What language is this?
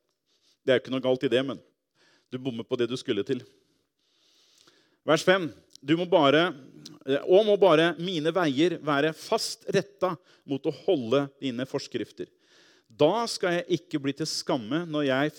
Norwegian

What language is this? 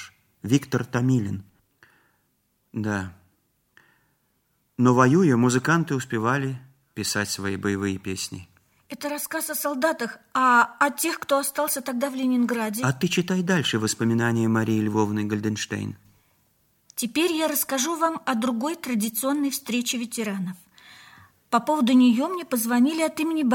Russian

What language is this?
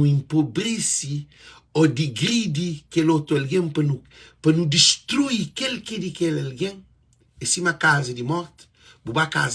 Kabuverdianu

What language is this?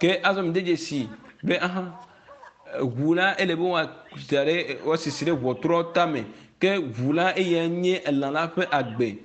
Ewe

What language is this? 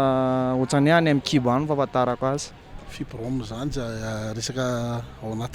Malagasy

